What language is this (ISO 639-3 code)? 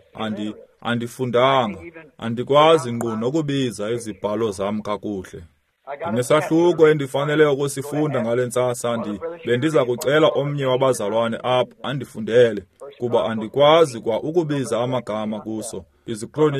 xho